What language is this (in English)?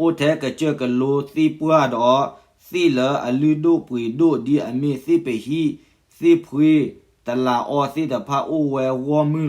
S'gaw Karen